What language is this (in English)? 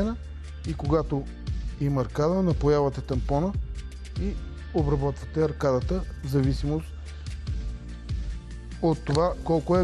Bulgarian